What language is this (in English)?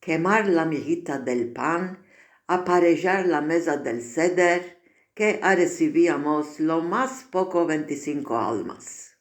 Ladino